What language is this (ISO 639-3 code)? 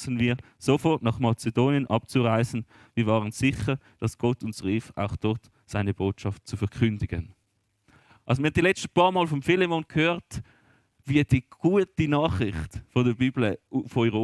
gsw